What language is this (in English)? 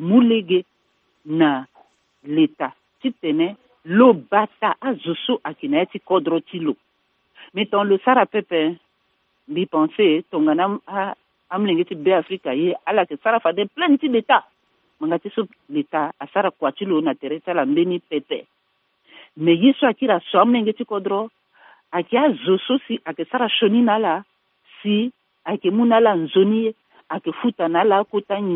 Sango